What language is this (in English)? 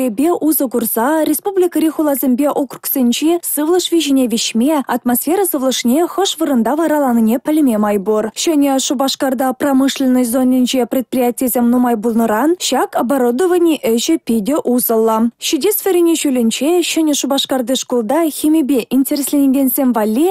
Chuvash